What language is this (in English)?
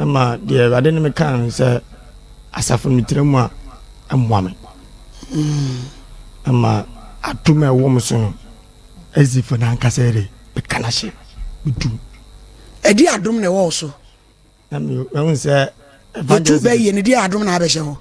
Akan